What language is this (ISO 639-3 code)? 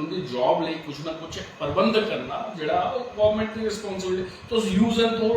doi